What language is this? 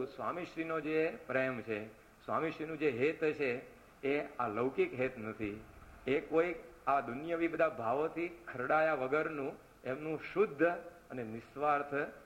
Gujarati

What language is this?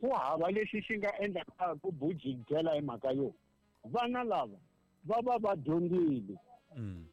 Tsonga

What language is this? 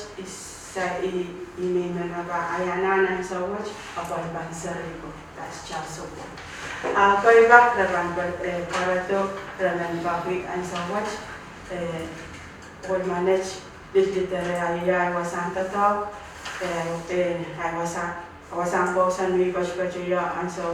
Pohnpeian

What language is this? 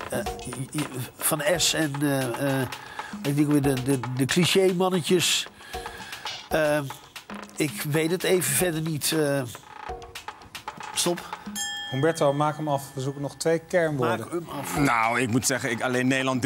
Dutch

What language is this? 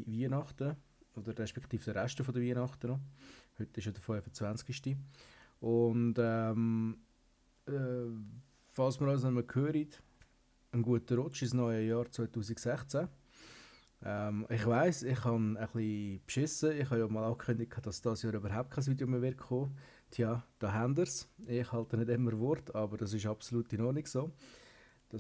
Swiss German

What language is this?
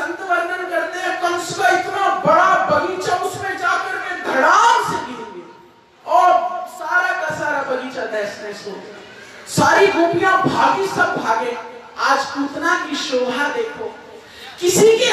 Hindi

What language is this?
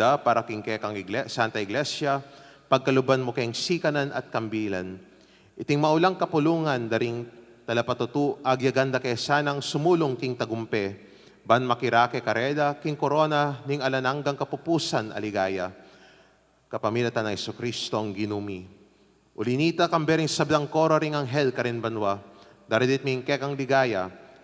Pampanga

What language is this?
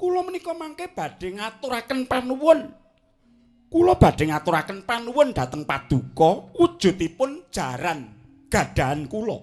Javanese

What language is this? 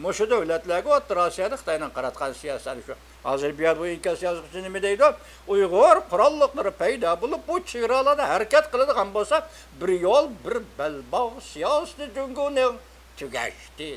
Uyghur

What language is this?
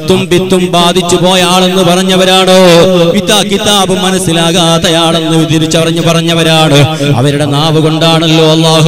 Malayalam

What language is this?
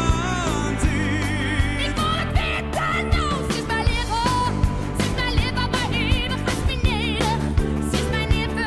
Western Frisian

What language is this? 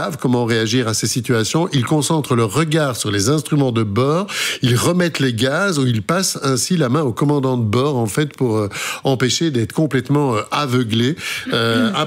French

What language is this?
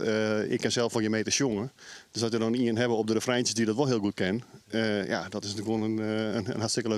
Western Frisian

